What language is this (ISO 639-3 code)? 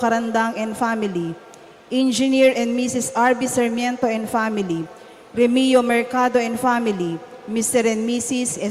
pam